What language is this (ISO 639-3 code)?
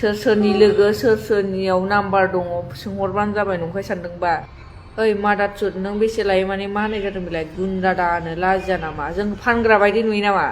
brx